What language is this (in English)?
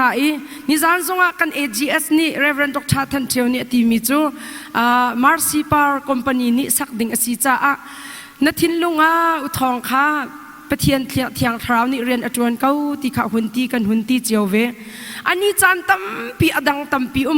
Hakha Chin